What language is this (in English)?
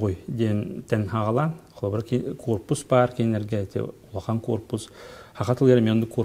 Yakut